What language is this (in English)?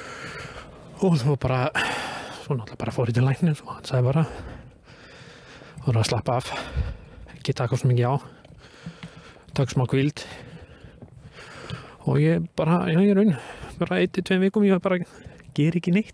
Icelandic